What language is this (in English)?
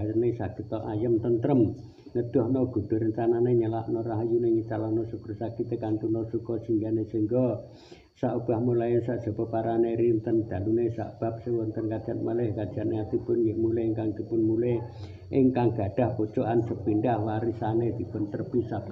Javanese